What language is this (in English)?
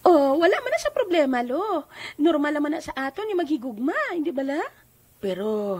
Hiligaynon